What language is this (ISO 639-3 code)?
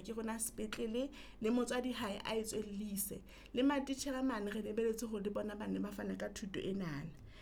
sot